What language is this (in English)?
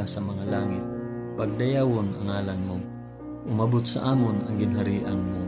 Hiligaynon